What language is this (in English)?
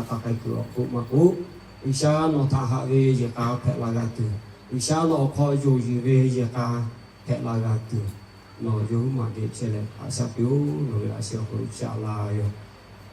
Lahu